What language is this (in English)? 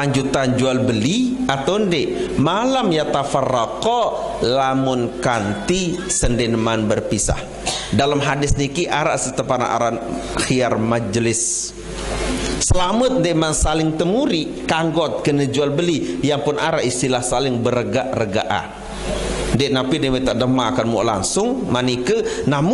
Sasak